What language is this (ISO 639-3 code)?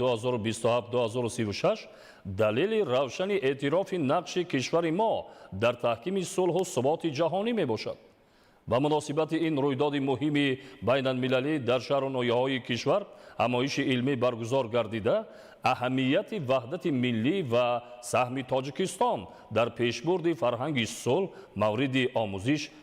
tgk